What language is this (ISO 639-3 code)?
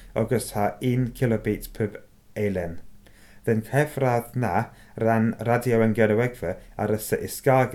cym